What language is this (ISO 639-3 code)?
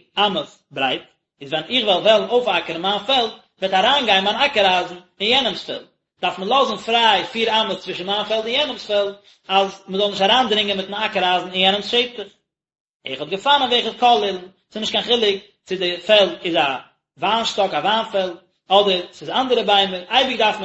yid